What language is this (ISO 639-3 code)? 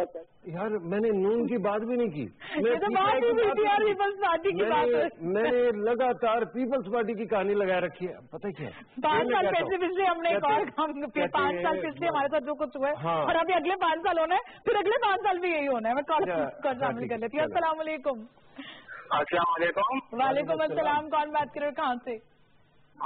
urd